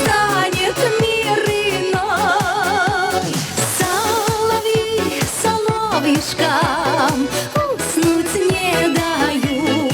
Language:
Chuvash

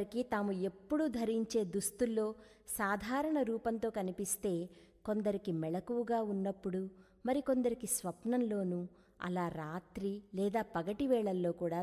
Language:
Telugu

